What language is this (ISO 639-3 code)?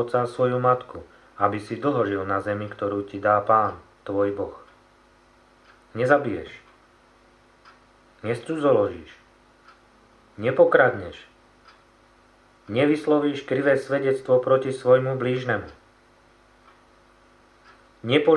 slk